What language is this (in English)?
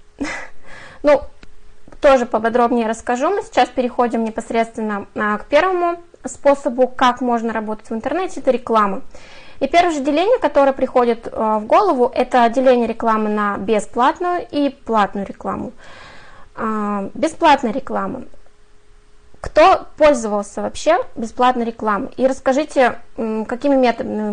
Russian